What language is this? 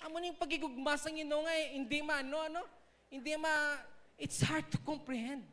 Hiligaynon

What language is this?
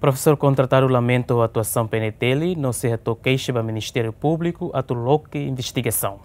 Tetum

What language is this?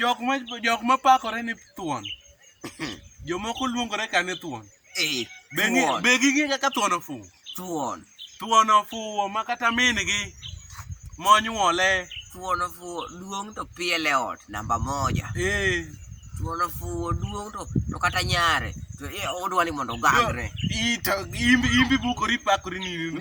Luo (Kenya and Tanzania)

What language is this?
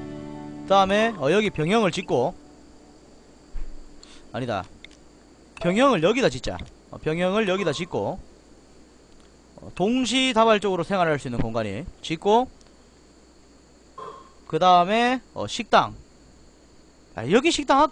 Korean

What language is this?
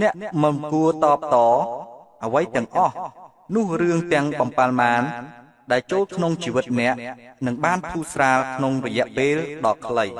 Khmer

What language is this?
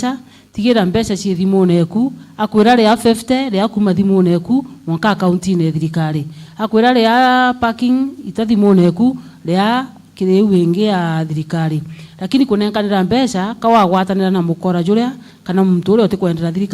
Meru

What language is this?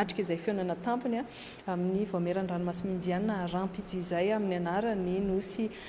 Malagasy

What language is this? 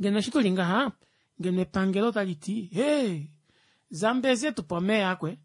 Kuanyama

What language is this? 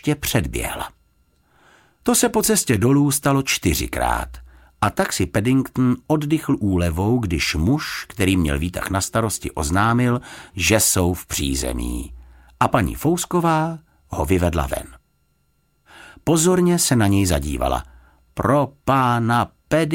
Czech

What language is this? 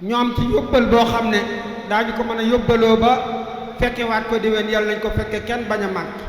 Wolof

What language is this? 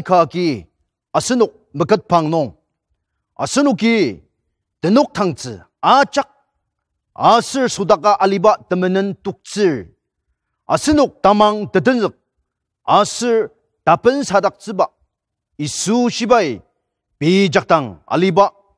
Ao Naga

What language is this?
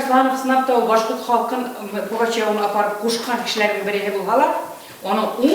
Bashkir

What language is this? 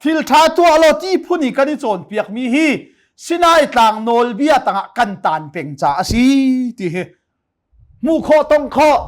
Hakha Chin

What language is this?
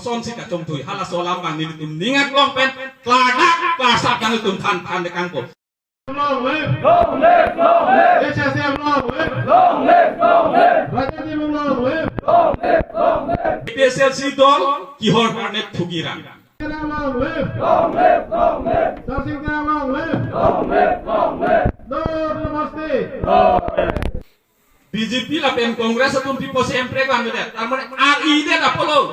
Karbi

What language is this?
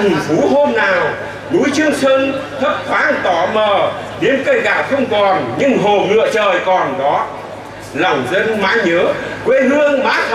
Vietnamese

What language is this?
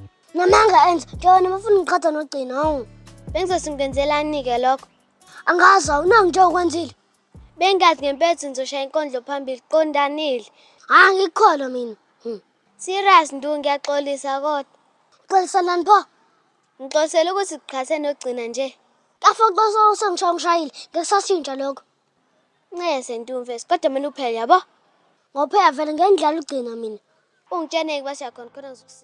Zulu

